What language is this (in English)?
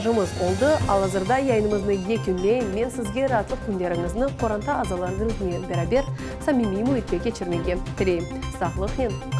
Crimean Tatar